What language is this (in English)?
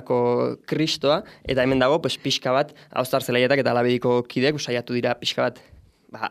Basque